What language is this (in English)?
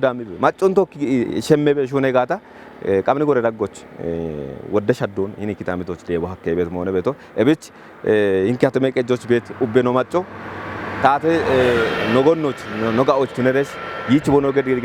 Kafa